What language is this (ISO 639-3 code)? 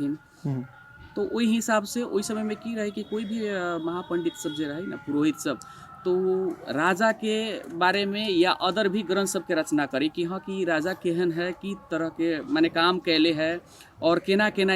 mai